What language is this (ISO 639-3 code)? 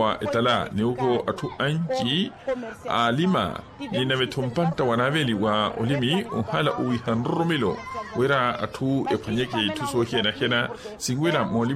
vmw